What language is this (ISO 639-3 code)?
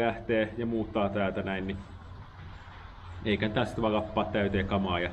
fin